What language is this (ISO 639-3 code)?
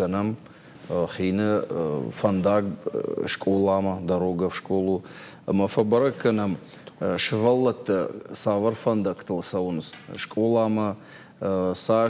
oss